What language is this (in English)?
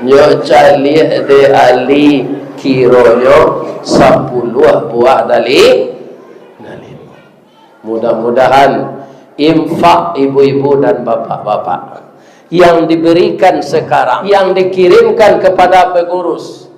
Minangkabau